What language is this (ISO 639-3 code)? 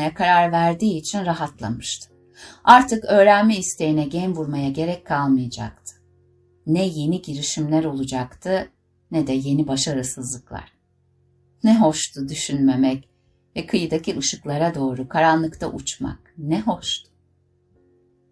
tur